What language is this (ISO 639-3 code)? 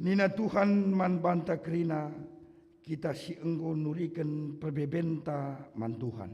btx